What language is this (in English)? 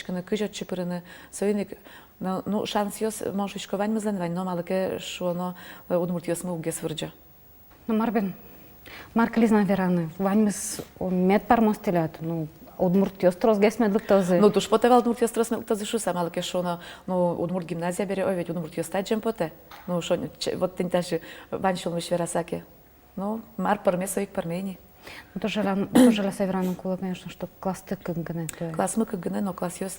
Udmurt